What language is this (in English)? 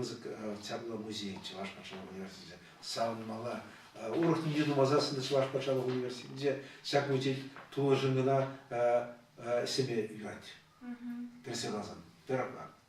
Chuvash